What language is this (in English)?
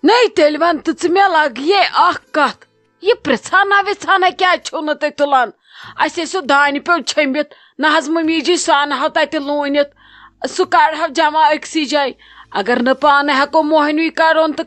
Kashmiri